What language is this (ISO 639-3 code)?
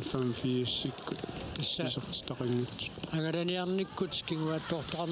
kal